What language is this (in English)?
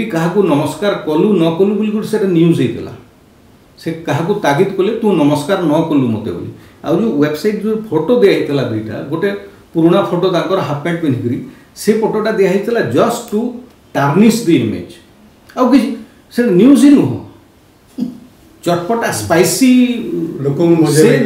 Odia